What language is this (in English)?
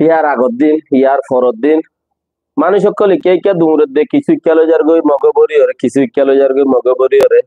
Rohingya